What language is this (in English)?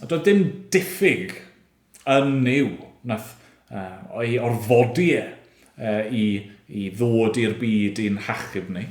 Welsh